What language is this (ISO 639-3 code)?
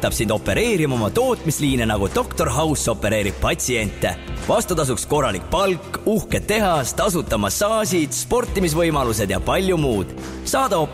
est